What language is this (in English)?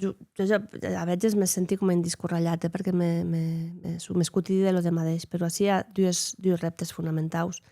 Occitan